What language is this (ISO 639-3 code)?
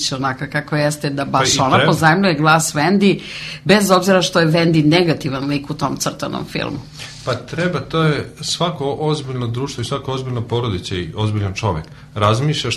srp